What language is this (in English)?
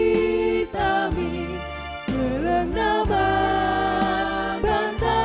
Batak Karo